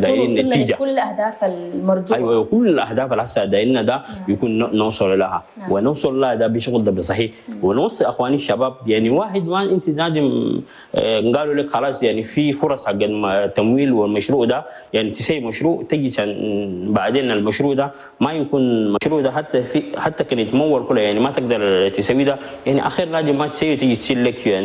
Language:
Chadian Arabic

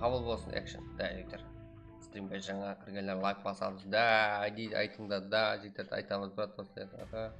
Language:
Kara-Kalpak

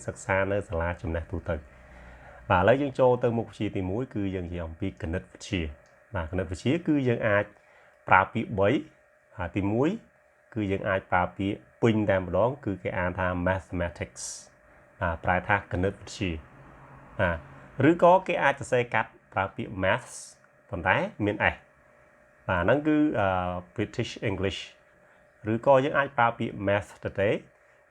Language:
Khmer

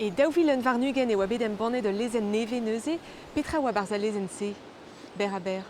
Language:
Breton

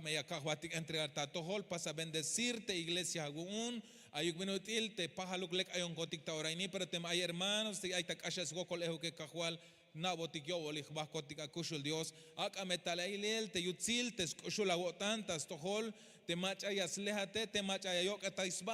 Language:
Tzeltal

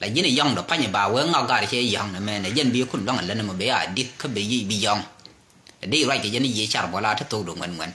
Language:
Nuer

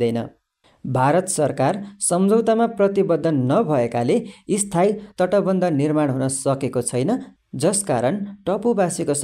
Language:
Nepali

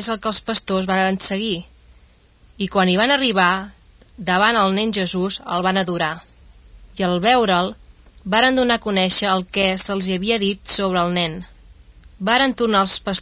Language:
Catalan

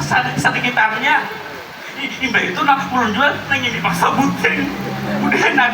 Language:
Banjar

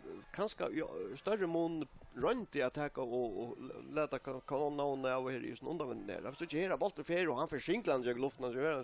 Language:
Faroese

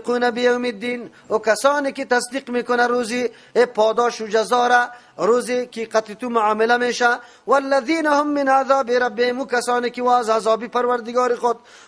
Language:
Persian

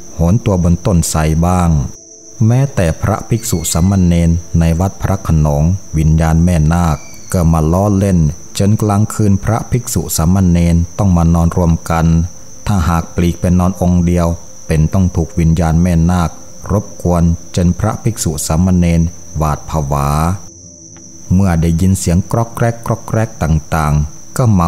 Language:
Thai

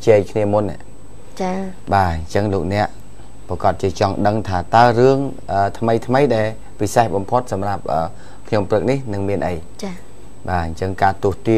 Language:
Khmer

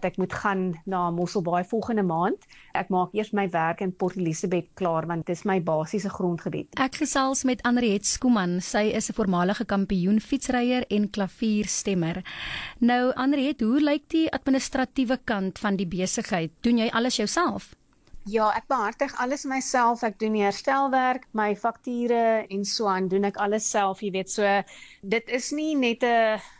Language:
Afrikaans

